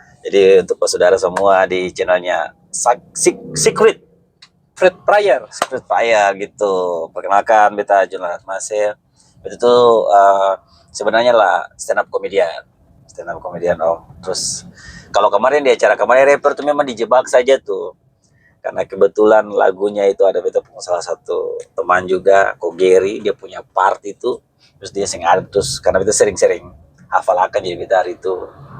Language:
Ambonese Malay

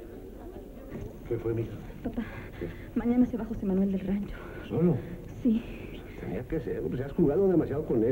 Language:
Spanish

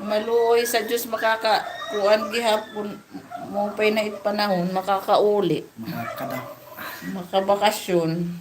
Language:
Waray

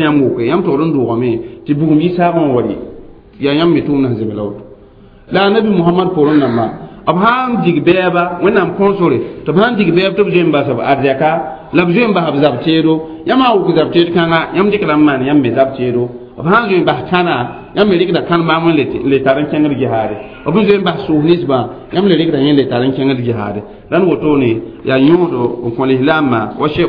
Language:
Mossi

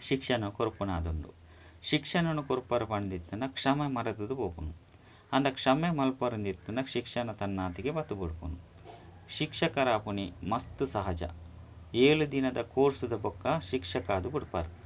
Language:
Tulu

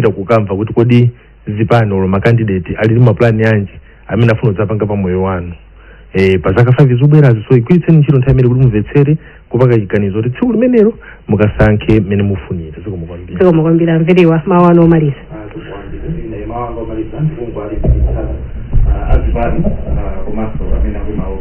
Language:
Nyanja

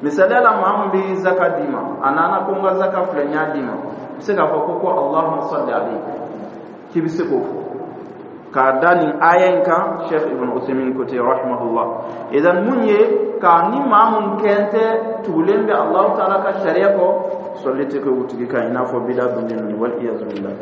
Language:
Dyula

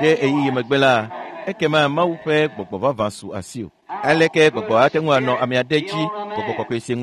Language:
Ewe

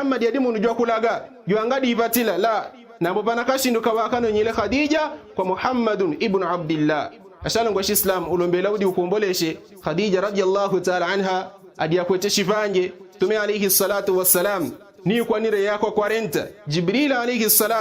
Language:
Yao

